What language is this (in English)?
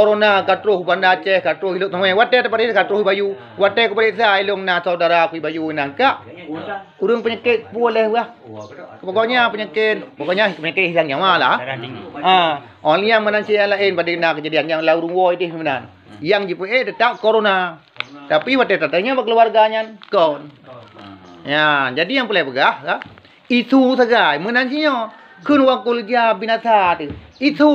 Achinese